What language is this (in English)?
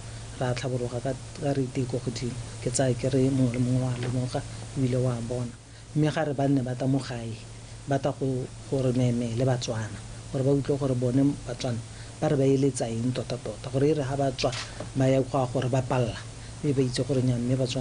Tswana